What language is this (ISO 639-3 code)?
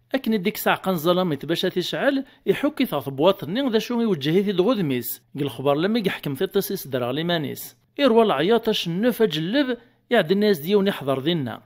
kab